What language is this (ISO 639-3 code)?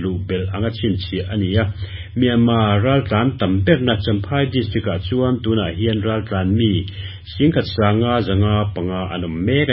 lus